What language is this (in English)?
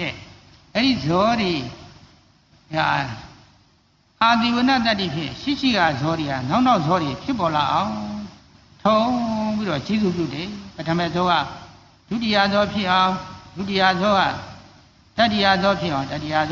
Burmese